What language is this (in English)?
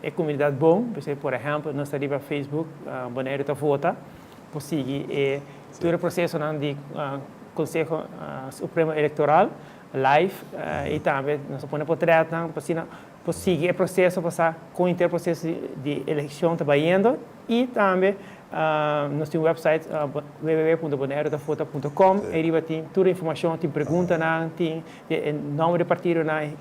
Papiamento